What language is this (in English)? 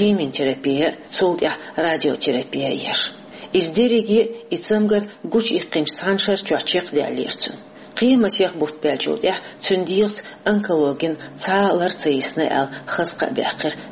Chechen